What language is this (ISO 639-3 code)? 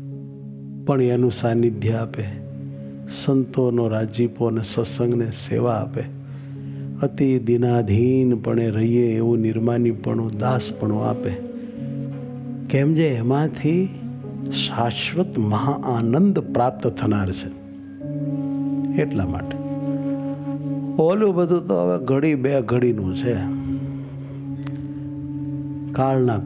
guj